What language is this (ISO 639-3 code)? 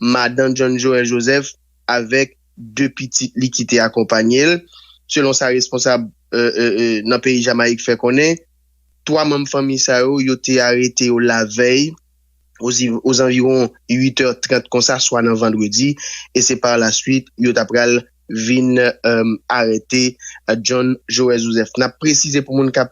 hat